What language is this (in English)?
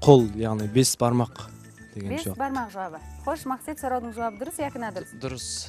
Kara-Kalpak